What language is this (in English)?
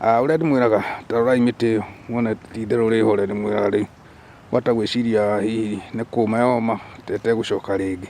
Kikuyu